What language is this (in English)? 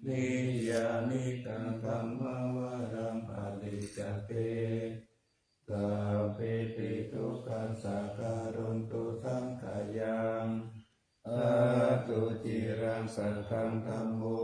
Pali